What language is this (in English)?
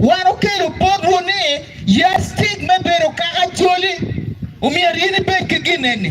Acoli